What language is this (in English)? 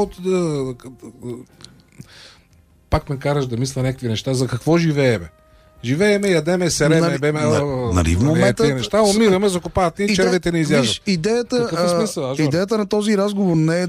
Bulgarian